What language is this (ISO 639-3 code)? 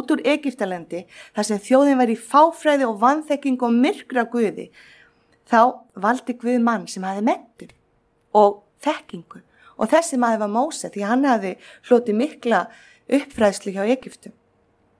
isl